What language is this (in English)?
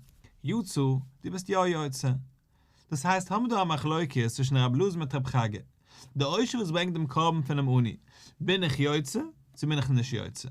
Yiddish